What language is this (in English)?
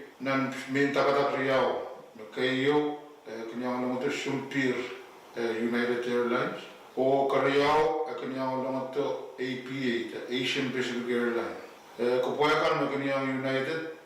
Pohnpeian